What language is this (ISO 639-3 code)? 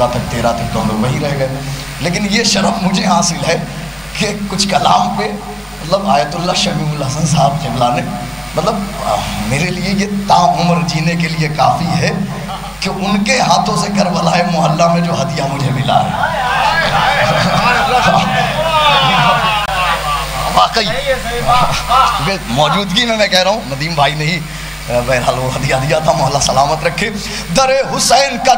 urd